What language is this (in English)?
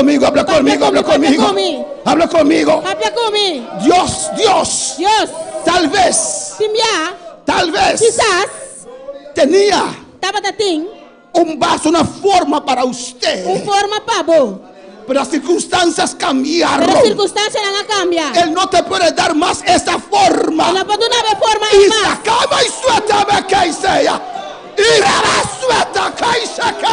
Papiamento